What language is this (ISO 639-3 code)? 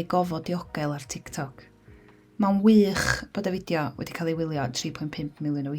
cym